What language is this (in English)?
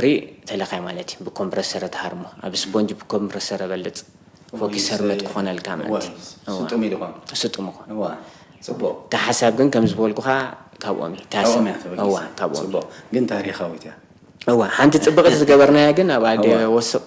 Tigrinya